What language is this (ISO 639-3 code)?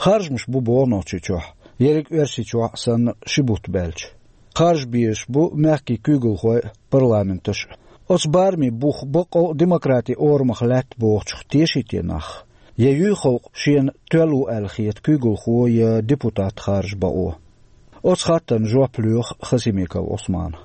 che